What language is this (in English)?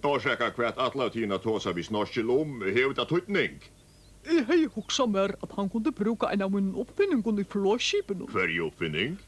Faroese